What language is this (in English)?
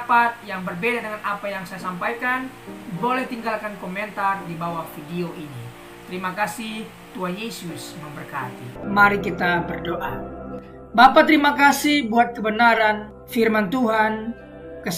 Indonesian